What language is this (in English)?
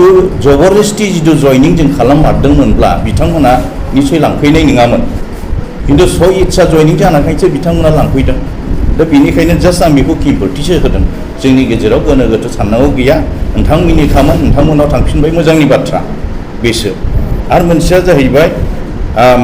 Bodo